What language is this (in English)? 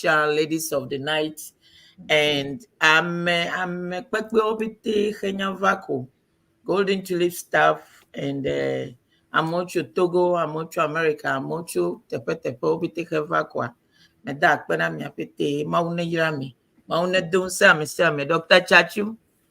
Ewe